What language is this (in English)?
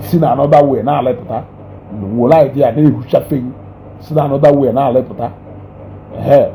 Igbo